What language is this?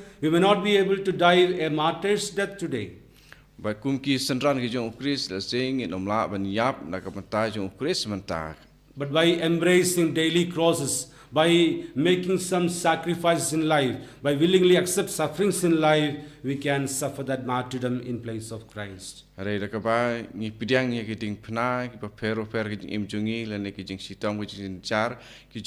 Khasi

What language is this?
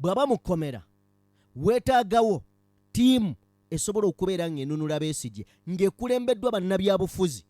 Ganda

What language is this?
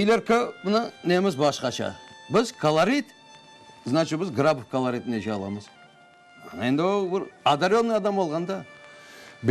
Crimean Tatar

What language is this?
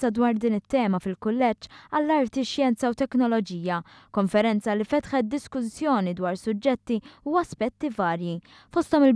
Maltese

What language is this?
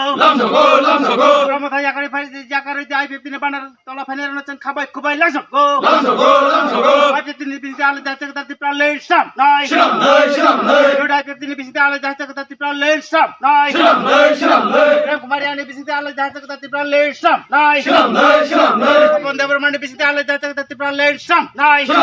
Kok Borok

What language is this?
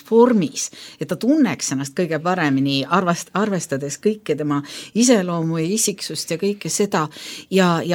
Estonian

